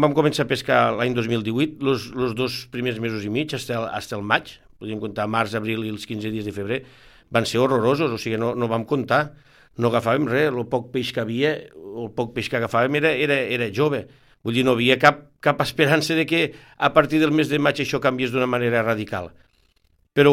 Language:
Catalan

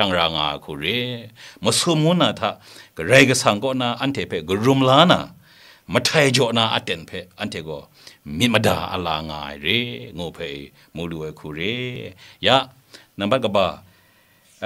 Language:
Kachin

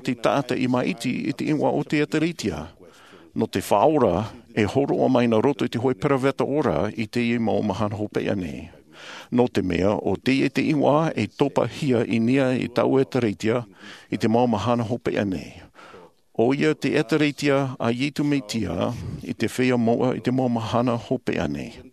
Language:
Tahitian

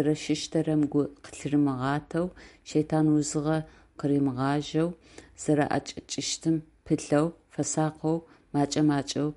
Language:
Adyghe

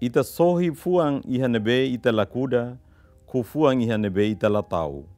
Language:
Tetum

